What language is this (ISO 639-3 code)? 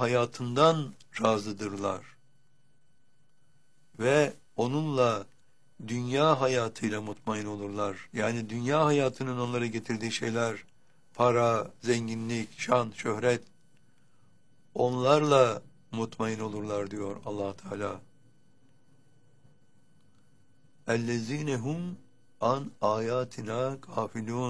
tur